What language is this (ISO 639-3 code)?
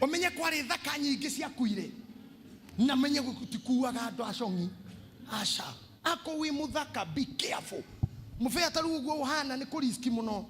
kik